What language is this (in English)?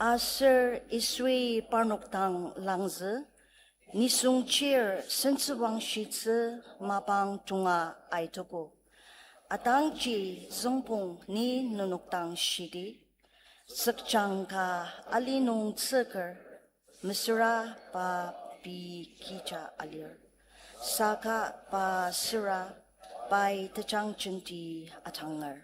Ao Naga